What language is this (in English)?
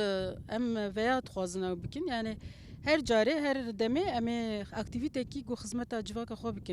Kurdish